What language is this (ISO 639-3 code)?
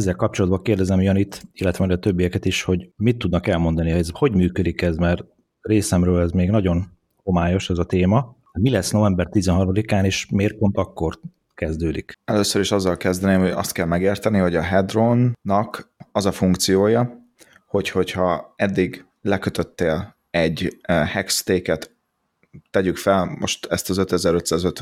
hun